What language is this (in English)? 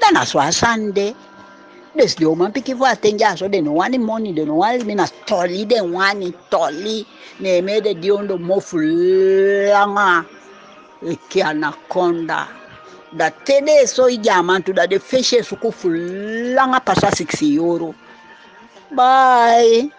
Eastern Maroon Creole